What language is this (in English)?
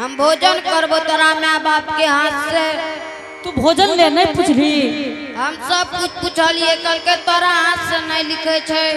Angika